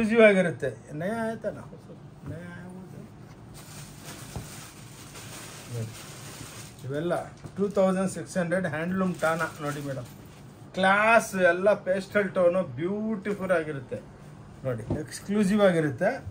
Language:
Kannada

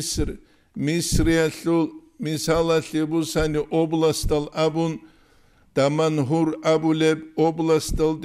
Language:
Avaric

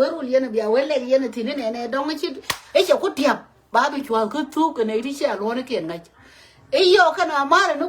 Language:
Nuer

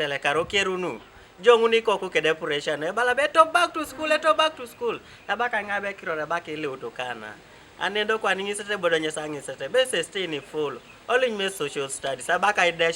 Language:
Teso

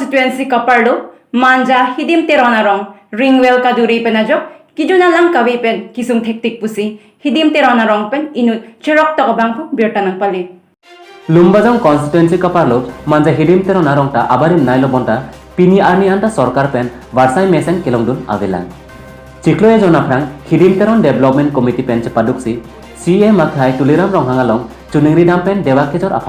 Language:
Karbi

